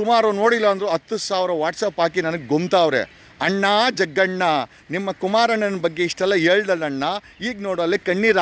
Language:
Kannada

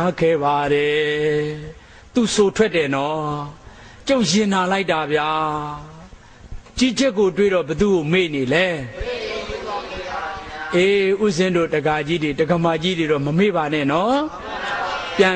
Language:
Burmese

